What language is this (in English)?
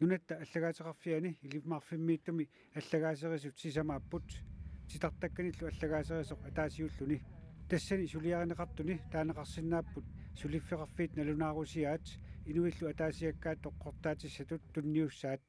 Kalaallisut